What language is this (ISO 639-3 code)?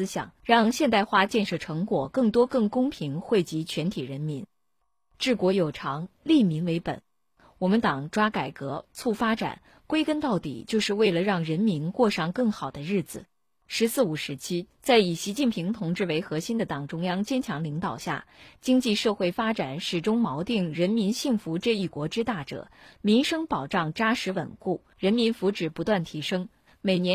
zho